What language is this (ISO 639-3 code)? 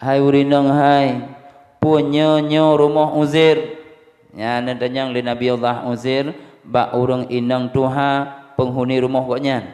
ace